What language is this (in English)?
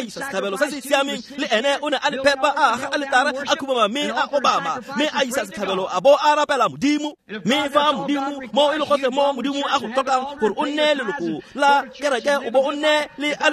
Tswana